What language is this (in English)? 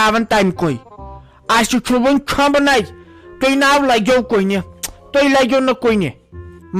Kashmiri